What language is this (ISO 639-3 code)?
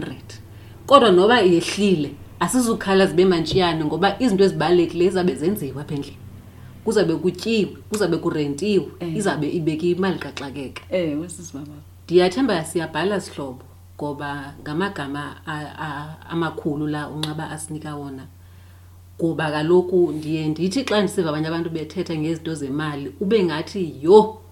xho